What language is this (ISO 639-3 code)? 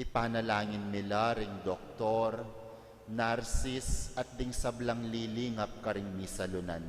pam